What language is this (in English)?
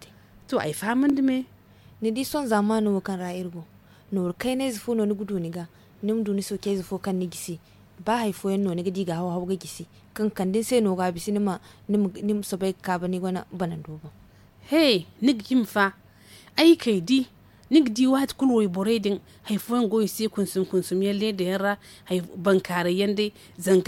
Zarma